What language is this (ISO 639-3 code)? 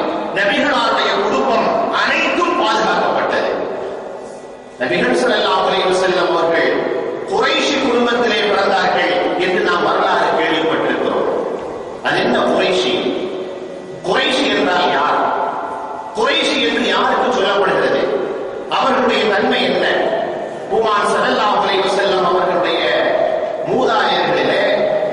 tam